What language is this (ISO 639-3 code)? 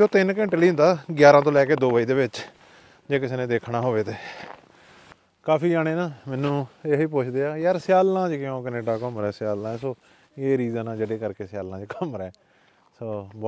pan